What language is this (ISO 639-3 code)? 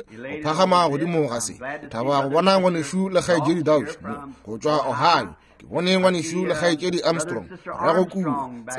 nso